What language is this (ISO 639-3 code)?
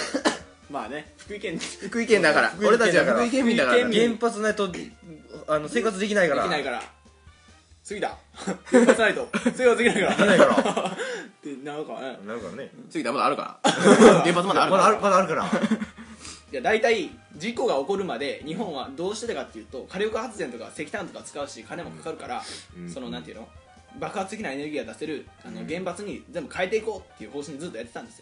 jpn